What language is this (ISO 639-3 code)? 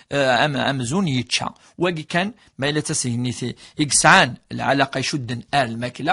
kab